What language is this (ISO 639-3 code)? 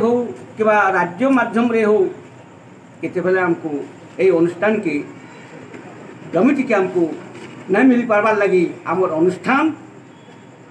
spv